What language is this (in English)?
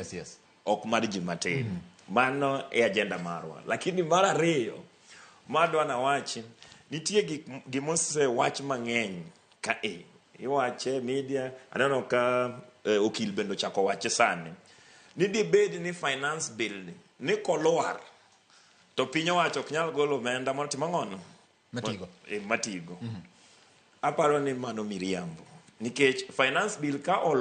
Luo (Kenya and Tanzania)